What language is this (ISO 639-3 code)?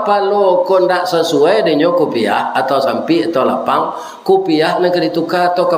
min